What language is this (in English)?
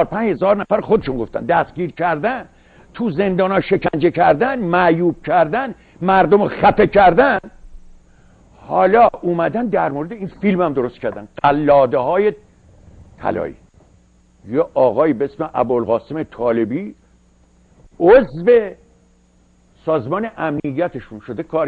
Persian